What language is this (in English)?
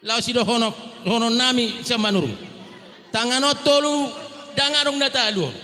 Batak Toba